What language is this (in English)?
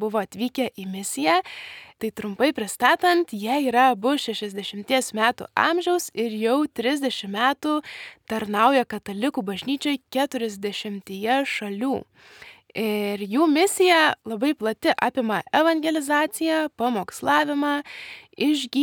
Lithuanian